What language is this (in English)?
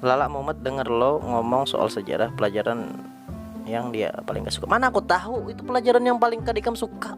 Banjar